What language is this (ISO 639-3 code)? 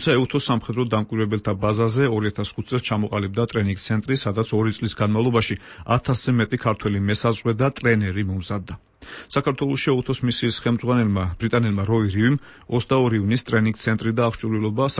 kat